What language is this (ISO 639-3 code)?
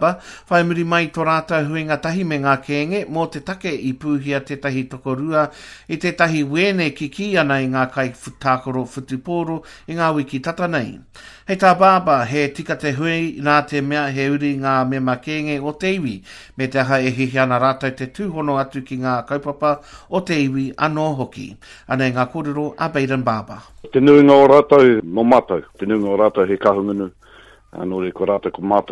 mri